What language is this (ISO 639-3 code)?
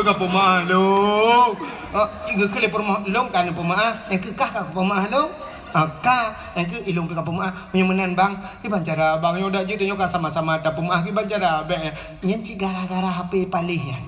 ace